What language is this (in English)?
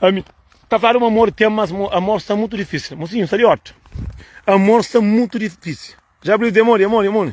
Kabuverdianu